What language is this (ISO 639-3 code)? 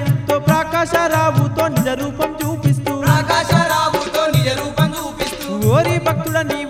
tel